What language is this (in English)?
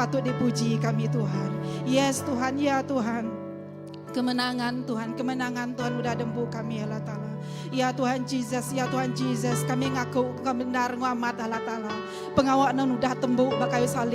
Iban